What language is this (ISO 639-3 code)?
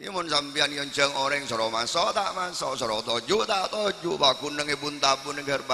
mad